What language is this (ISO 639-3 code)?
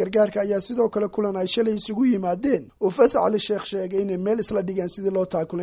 som